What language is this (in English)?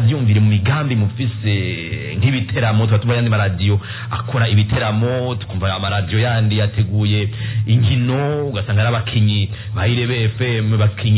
Rundi